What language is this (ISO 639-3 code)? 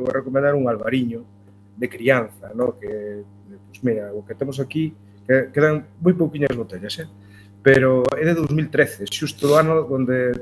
glg